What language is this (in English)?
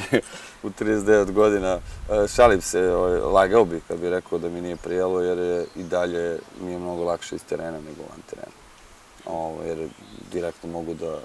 Serbian